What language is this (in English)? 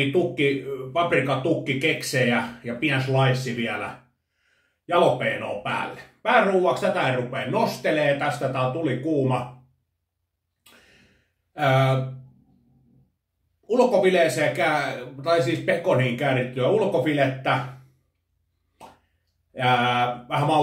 Finnish